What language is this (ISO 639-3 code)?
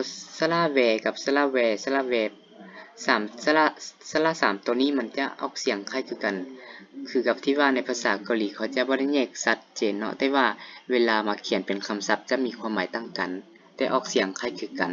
lao